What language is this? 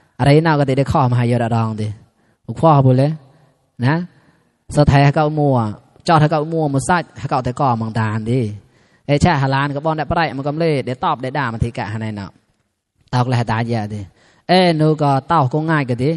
Mon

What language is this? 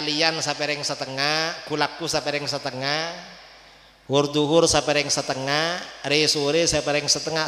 Madurese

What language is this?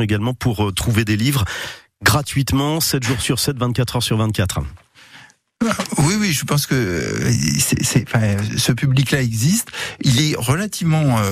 French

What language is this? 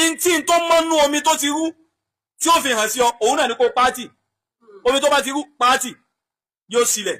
Yoruba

